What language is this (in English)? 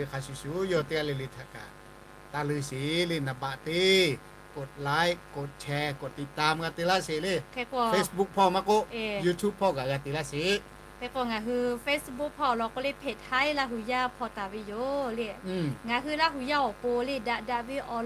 Lahu